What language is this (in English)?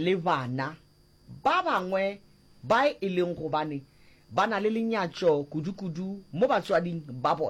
Northern Sotho